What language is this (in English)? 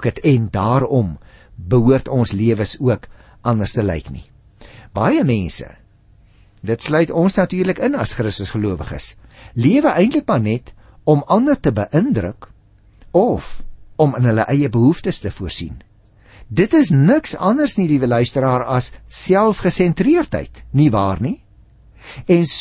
Afrikaans